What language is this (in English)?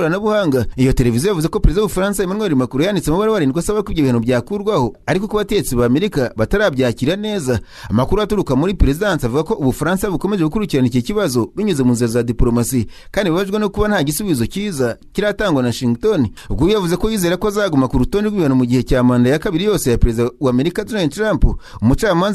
Kinyarwanda